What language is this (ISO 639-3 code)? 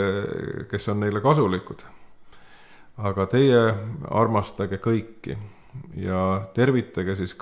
est